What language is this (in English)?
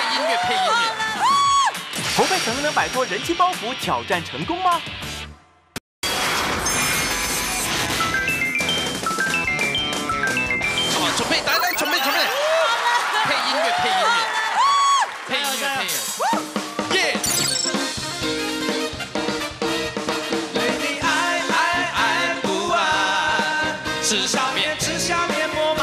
Chinese